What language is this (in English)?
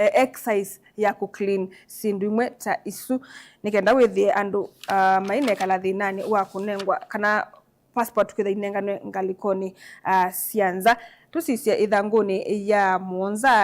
Kamba